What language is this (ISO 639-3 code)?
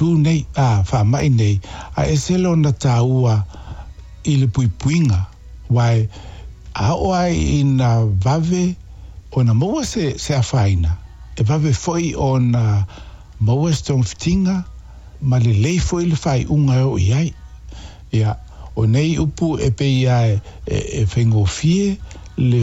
smo